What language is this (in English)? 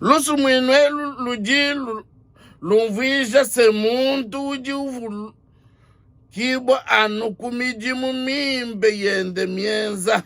Luba-Lulua